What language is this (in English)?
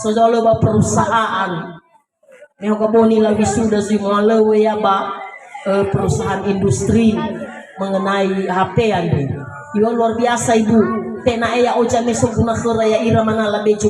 Nias